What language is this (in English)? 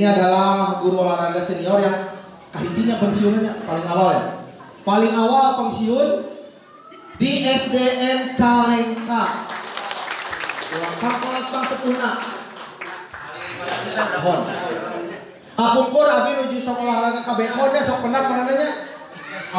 Indonesian